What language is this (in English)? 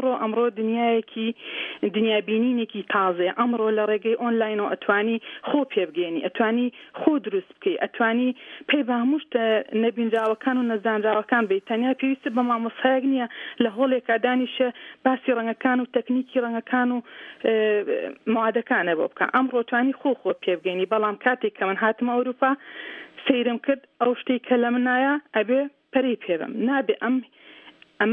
Central Kurdish